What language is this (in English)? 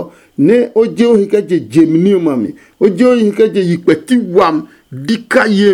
Adangme